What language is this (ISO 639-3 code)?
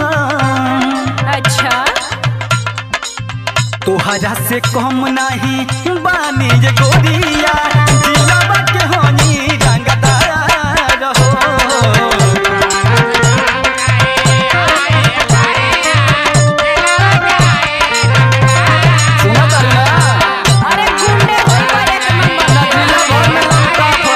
bho